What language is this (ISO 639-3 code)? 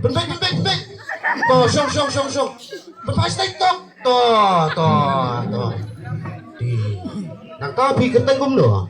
kha